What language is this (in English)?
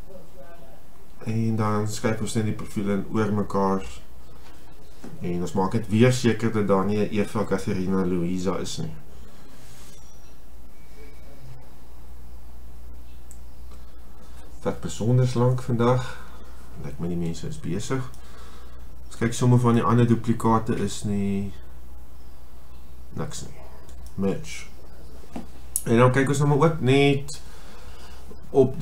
Afrikaans